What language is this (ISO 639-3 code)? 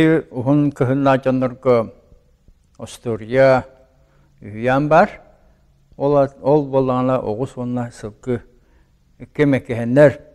sah